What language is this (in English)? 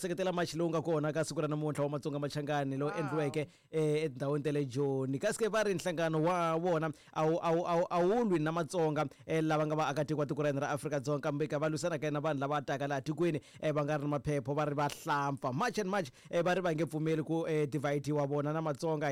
Tsonga